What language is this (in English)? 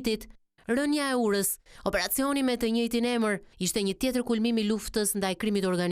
Albanian